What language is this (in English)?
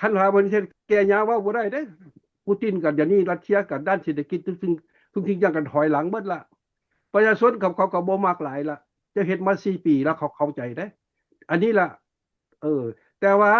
Lao